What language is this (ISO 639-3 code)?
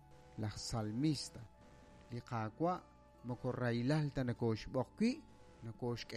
kek